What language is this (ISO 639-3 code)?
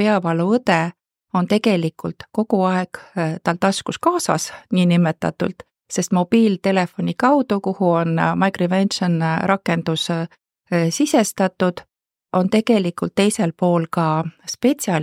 est